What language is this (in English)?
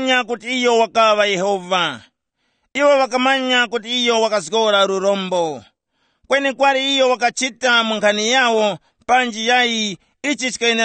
Tumbuka